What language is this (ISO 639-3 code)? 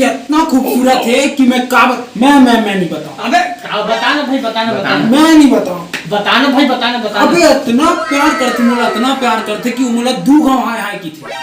hne